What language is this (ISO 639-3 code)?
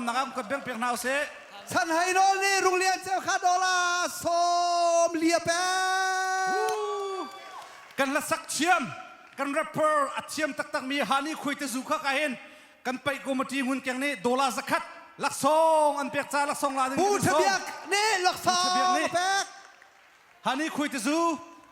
cnh